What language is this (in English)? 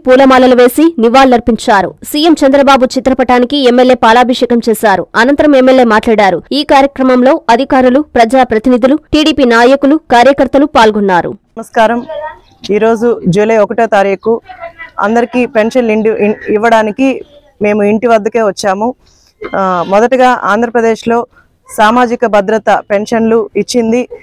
Telugu